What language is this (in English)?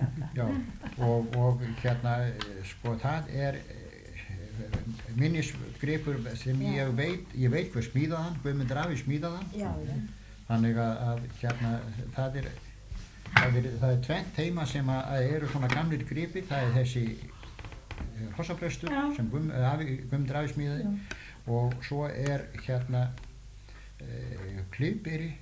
Icelandic